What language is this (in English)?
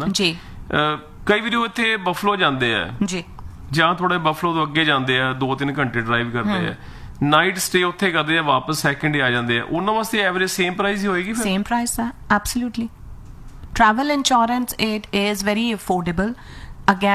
Punjabi